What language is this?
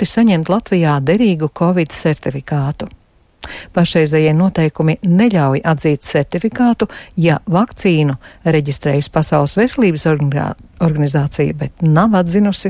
Latvian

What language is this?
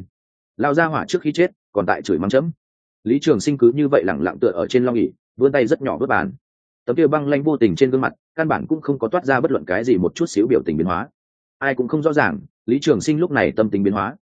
Vietnamese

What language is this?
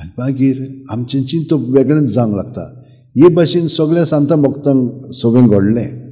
Konkani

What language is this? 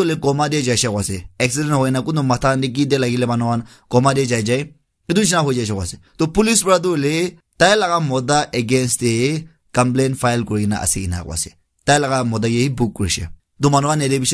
Naga Pidgin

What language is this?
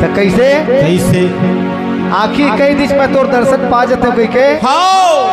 Chhattisgarhi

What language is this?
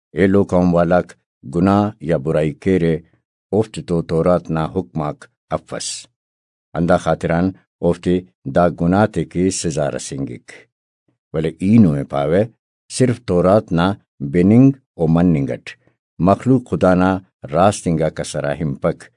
Brahui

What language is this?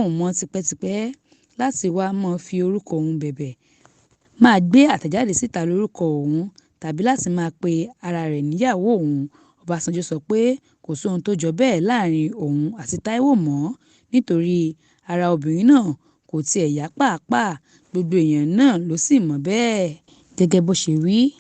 Yoruba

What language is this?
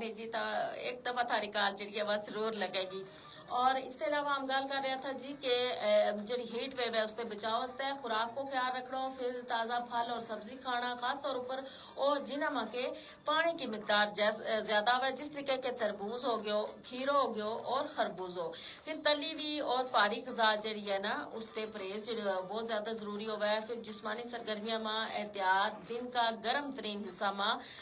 Gujari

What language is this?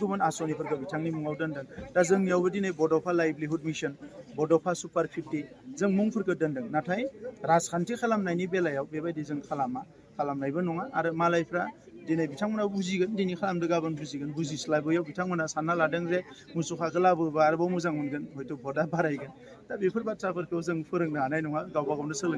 Bodo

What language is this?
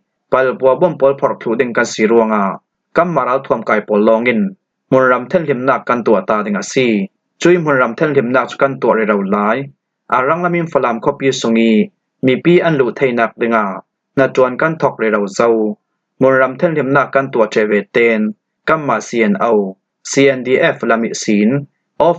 Falam Chin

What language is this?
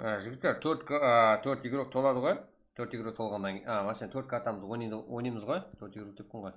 Kara-Kalpak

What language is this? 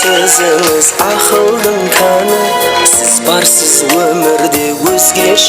Kara-Kalpak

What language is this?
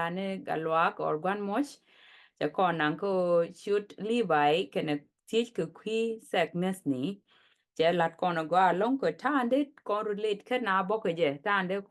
Nuer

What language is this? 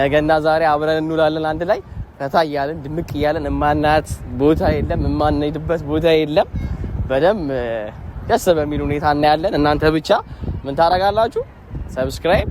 Amharic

